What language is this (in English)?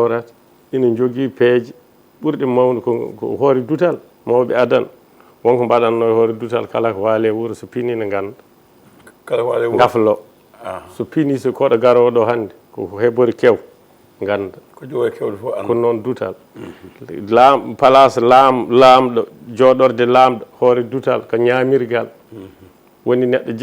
Fula